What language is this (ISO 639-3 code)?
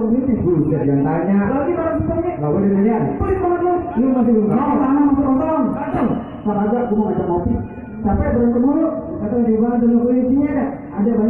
bew